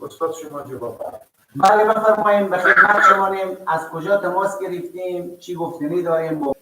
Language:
Persian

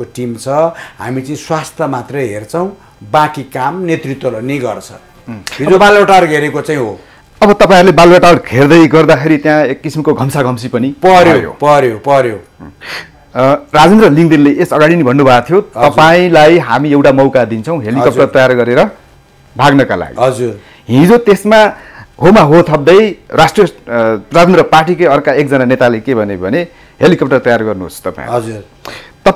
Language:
Nepali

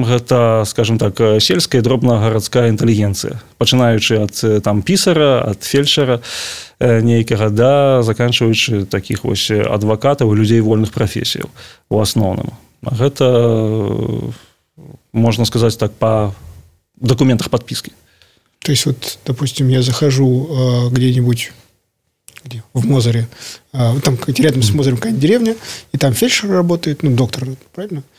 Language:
Belarusian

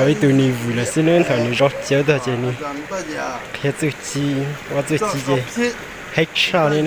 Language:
Hmong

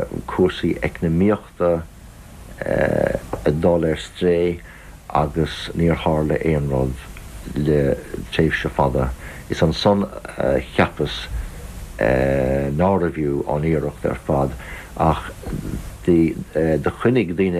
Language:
Irish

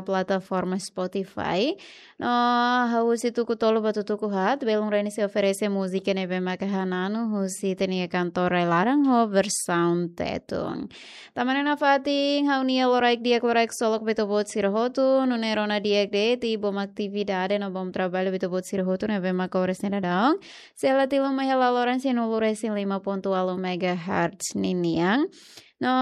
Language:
Tetum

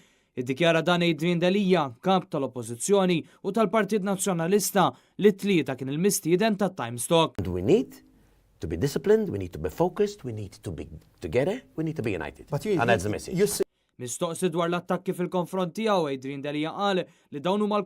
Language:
Maltese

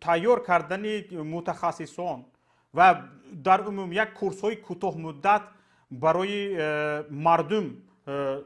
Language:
Tajik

